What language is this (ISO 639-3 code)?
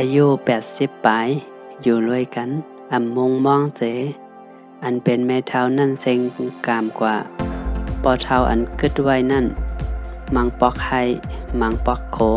shn